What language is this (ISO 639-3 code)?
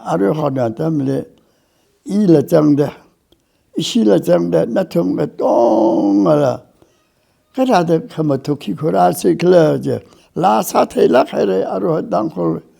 nmf